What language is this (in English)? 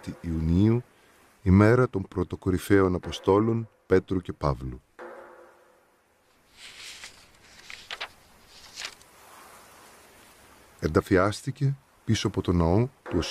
Greek